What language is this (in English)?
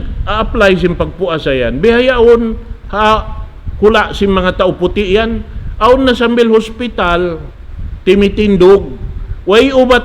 Tausug